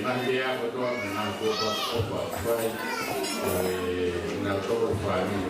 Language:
Tongan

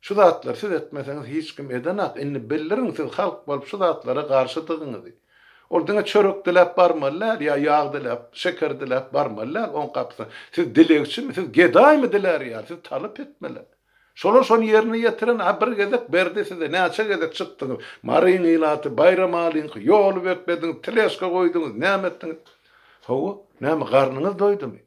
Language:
Turkmen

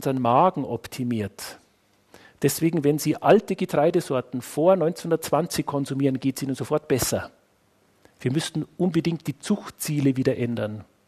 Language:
German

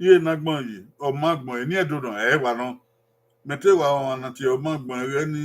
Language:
Bini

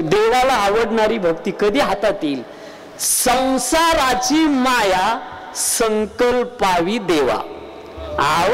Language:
Marathi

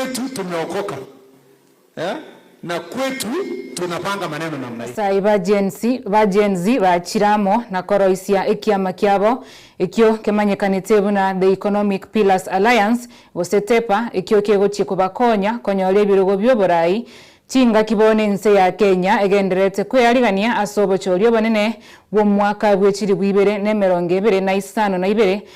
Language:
Gusii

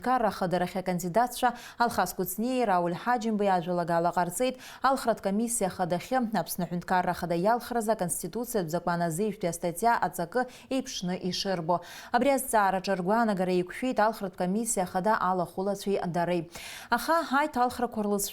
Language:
Abkhazian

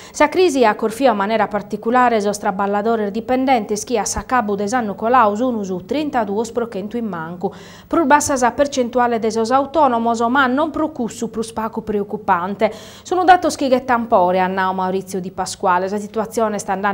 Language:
Sardinian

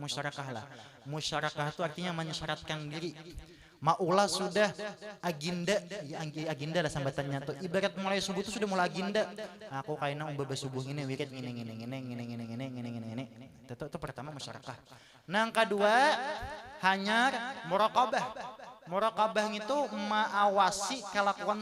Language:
Banjar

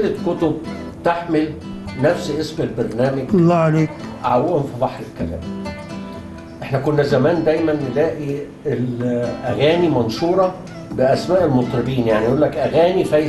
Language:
Egyptian Arabic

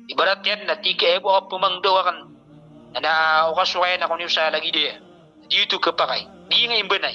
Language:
Maranao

